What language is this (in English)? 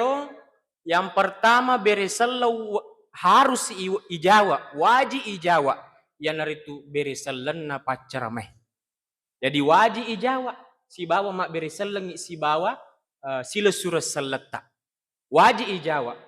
Buginese